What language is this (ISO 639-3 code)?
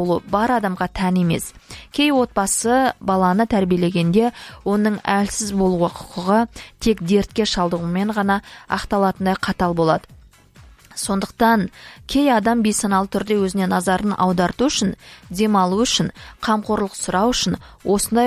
kaz